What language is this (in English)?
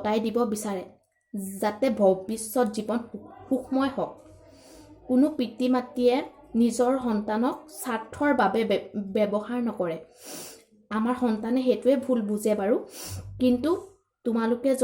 Assamese